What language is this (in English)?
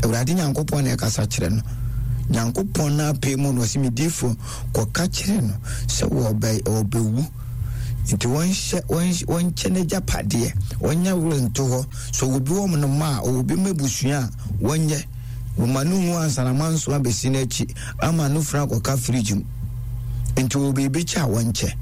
Akan